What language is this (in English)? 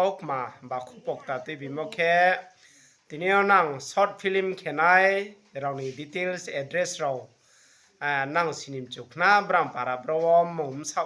Riang (India)